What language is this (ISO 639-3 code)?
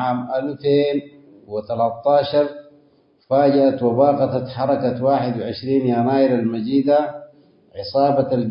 tig